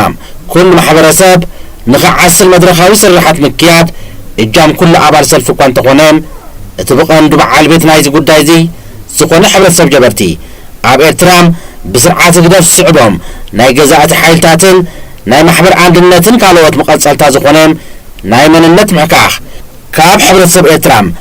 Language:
Tigrinya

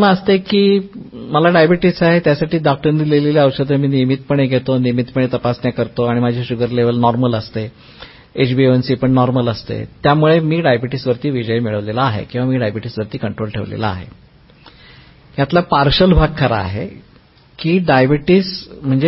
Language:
Marathi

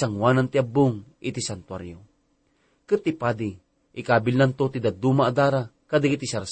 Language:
Iloko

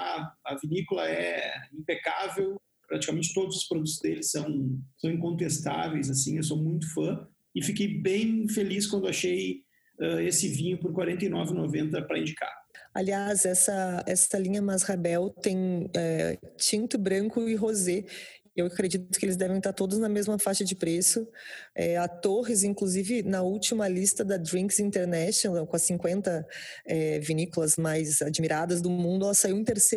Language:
Portuguese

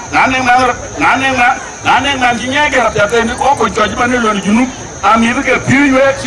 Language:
Dinka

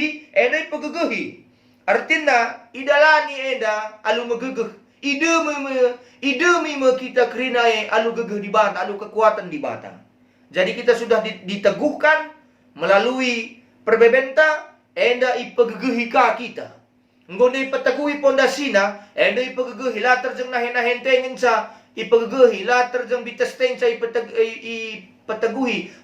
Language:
Batak Karo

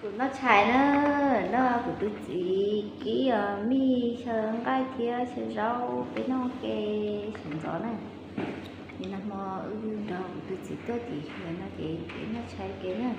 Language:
Hmong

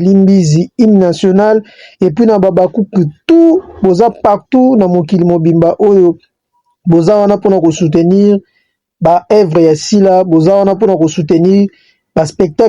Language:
Lingala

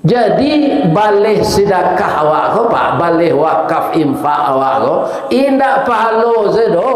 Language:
Minangkabau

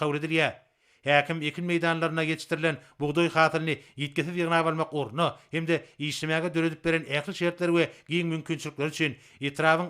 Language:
Turkmen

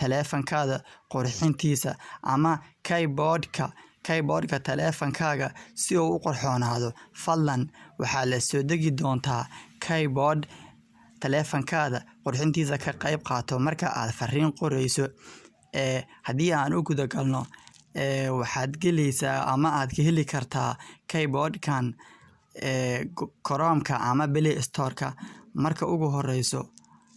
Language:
Somali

